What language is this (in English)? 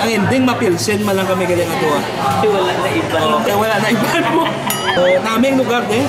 Hiligaynon